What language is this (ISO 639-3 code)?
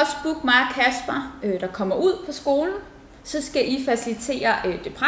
dan